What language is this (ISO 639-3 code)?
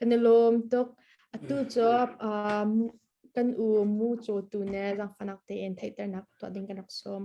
cnh